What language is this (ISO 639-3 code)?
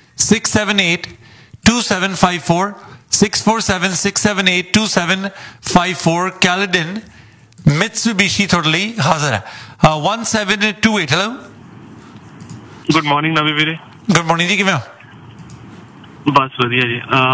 pan